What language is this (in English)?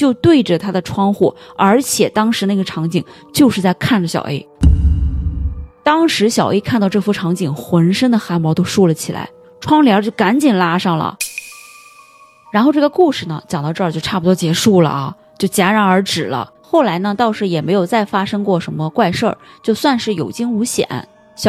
Chinese